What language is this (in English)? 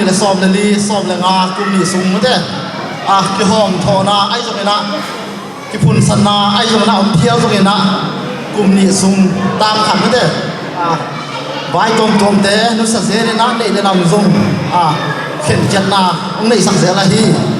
Tedim Chin